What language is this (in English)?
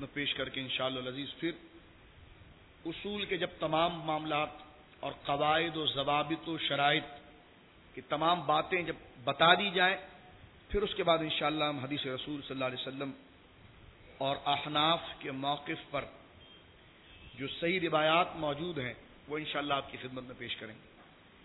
Urdu